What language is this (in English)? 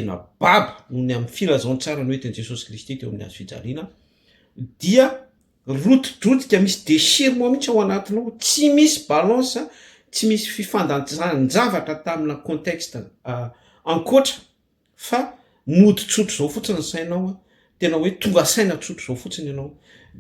Malagasy